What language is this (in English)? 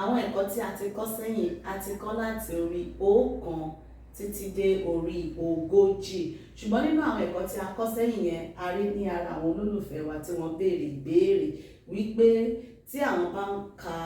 Yoruba